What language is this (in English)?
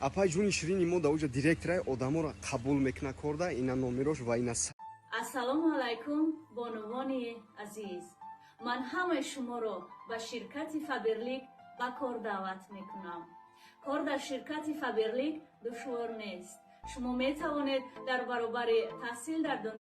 Tajik